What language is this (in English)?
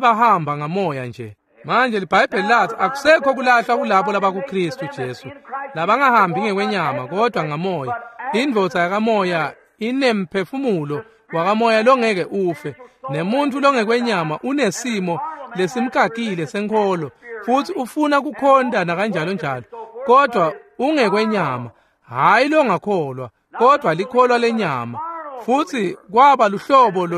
Swati